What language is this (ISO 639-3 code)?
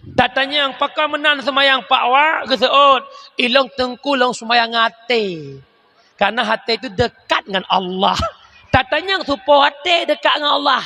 ace